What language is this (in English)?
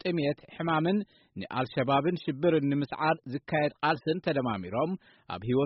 Tigrinya